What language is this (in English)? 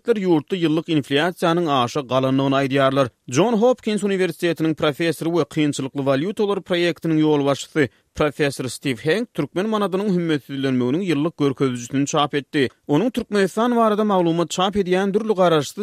Turkmen